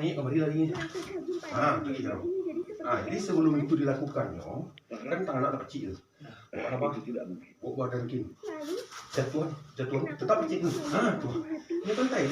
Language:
Minangkabau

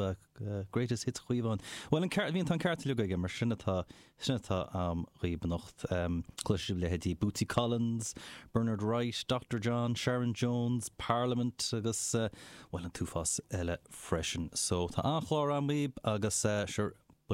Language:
Irish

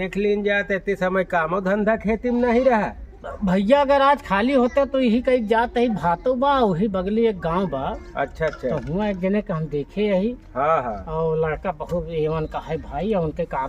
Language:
Awadhi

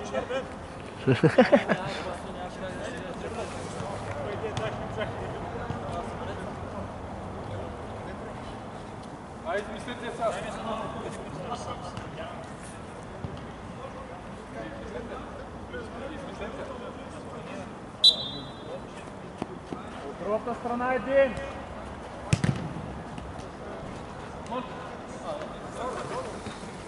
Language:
Bulgarian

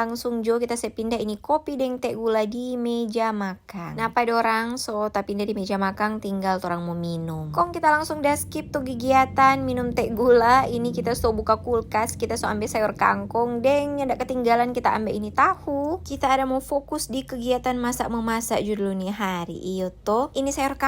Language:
Manado Malay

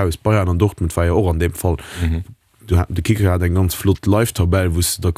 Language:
Luxembourgish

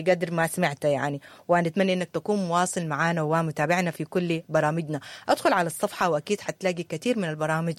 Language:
Sudanese Arabic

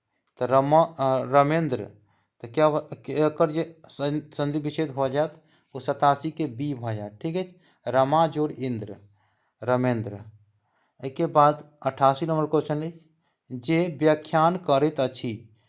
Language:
Maithili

